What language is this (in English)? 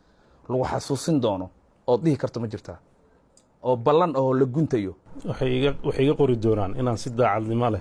Somali